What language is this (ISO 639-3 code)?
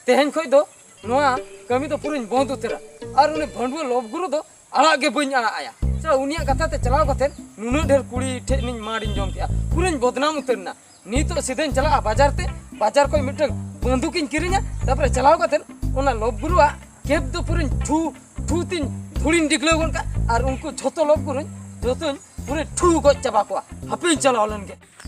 sat